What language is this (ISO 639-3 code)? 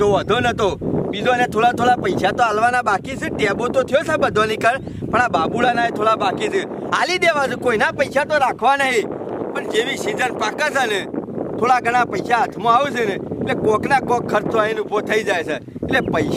guj